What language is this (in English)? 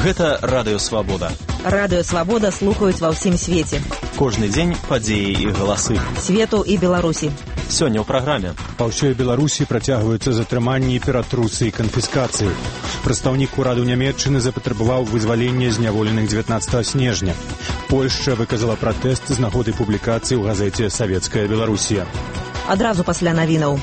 Belarusian